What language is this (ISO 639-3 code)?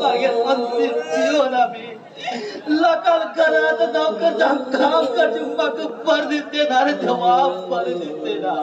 kok